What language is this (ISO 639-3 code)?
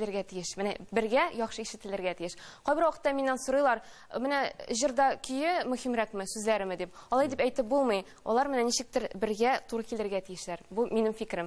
tat